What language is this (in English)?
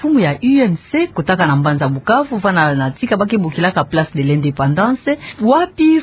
Kituba (Democratic Republic of Congo)